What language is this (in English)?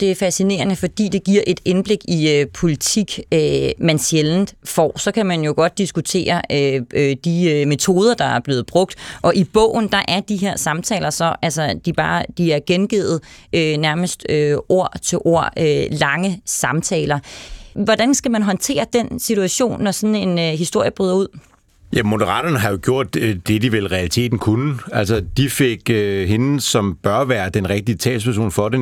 Danish